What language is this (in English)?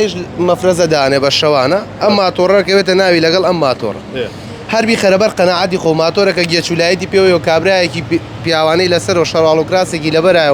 Central Kurdish